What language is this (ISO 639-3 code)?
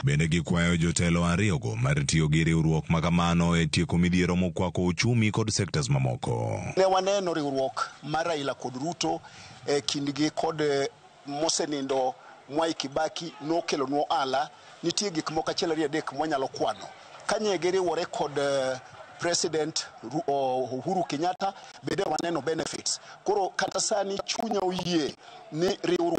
luo